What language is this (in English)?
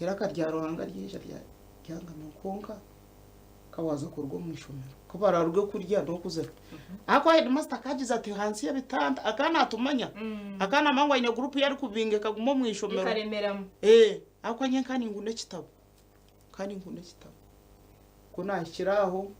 Nyankole